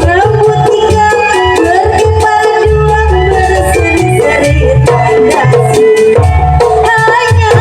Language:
Betawi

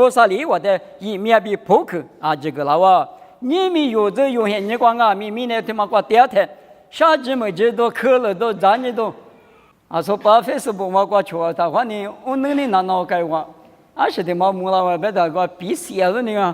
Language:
Lisu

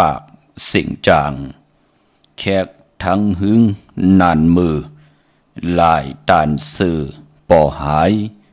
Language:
Shan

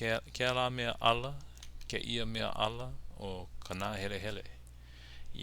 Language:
Hawaiian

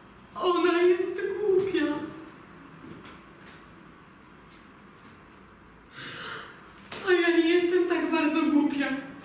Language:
Polish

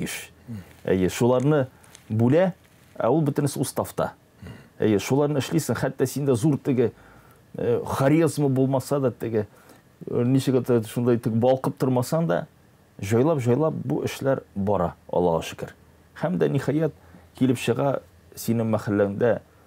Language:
Tatar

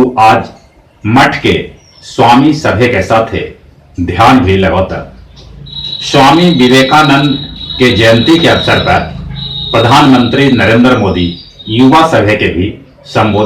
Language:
Magahi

